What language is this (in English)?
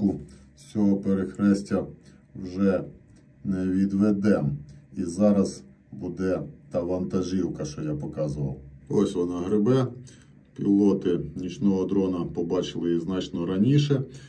Ukrainian